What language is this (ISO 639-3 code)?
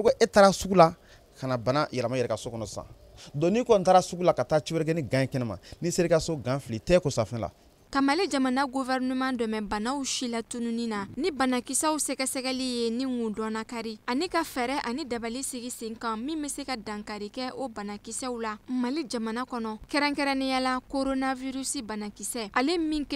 bam